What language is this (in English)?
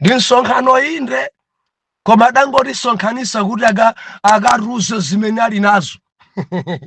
Nyanja